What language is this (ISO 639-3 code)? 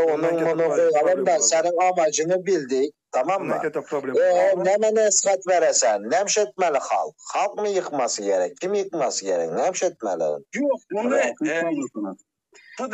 tuk